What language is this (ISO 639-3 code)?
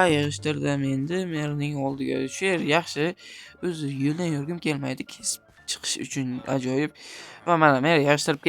uzb